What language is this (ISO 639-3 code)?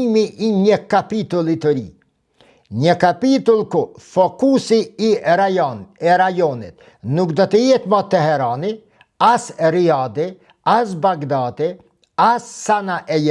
sqi